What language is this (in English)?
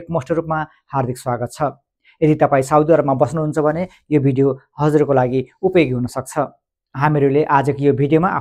Nepali